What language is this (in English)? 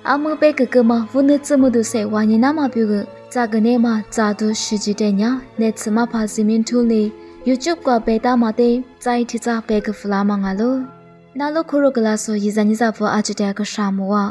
Lisu